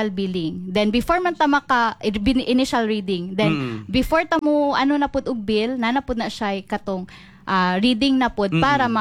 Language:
Cebuano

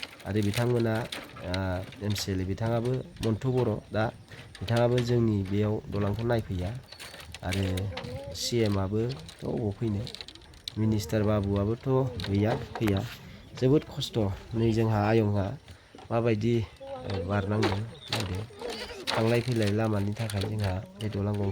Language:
Bodo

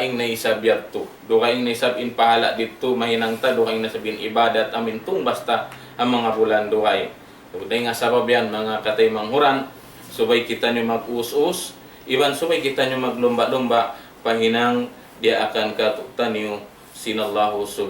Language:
Tausug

